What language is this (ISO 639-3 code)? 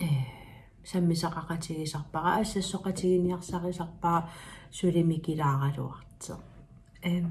kal